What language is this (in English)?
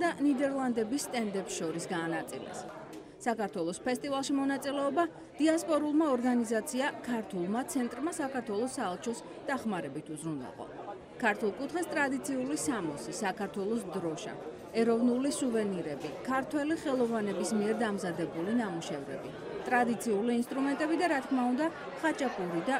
Georgian